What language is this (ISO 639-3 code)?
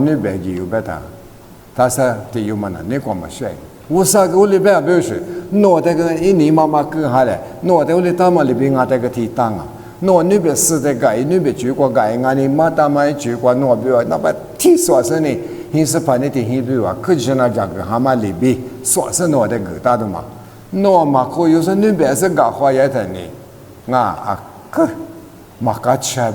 lis